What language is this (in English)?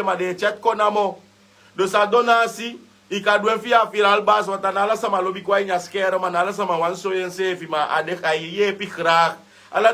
Sranan Tongo